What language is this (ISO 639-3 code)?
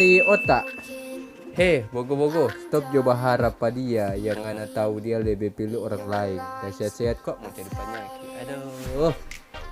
xmm